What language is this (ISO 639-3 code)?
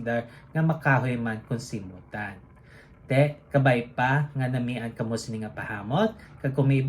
hil